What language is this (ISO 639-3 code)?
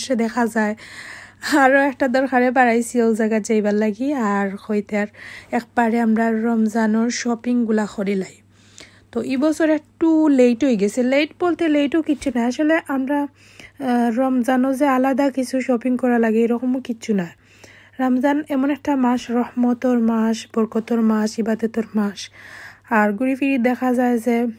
syl